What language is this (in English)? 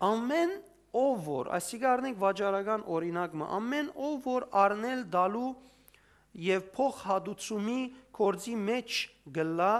Western Armenian